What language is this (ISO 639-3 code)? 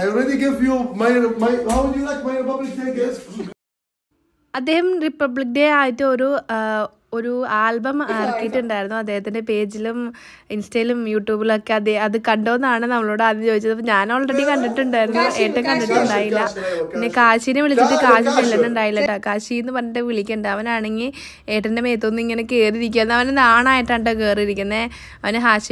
mal